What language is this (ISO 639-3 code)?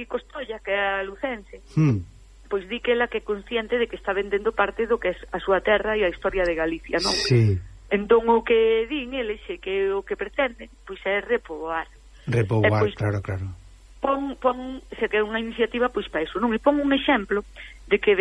glg